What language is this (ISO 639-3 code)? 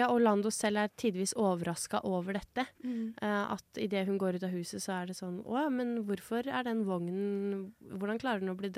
nor